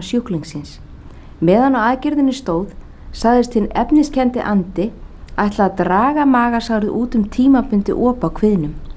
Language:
Icelandic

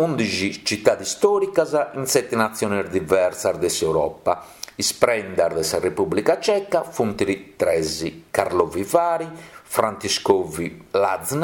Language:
Sardinian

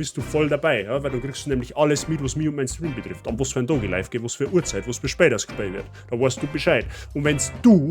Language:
Bavarian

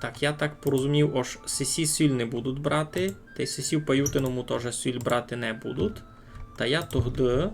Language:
Rusyn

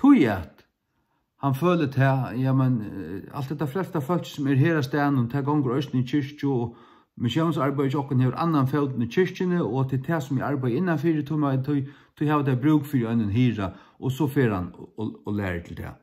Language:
Faroese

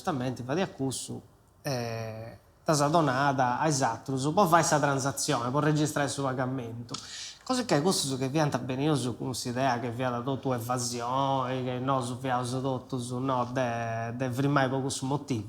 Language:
Sardinian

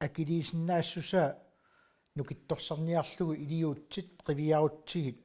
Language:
Kalaallisut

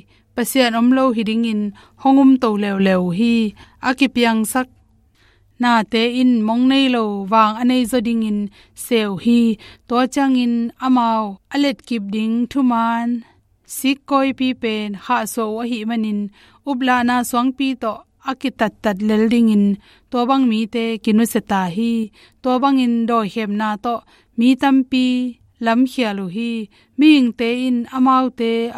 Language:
Tedim Chin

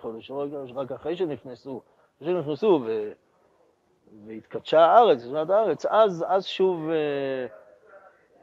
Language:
Hebrew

